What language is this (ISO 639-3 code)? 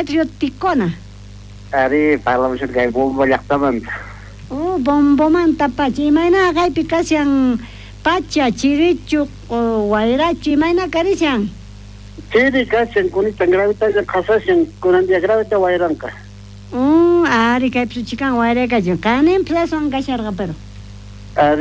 quh